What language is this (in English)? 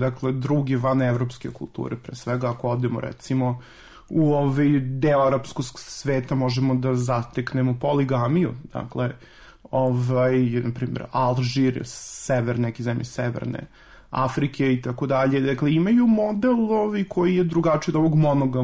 Serbian